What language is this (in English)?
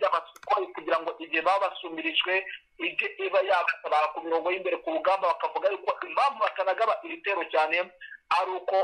Kinyarwanda